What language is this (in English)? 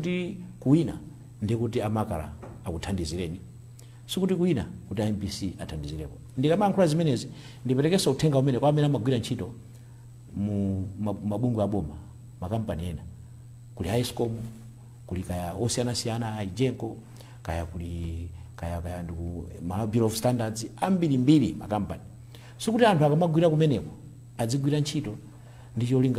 Nyanja